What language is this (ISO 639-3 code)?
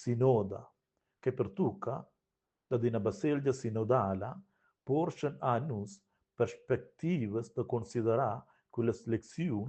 roh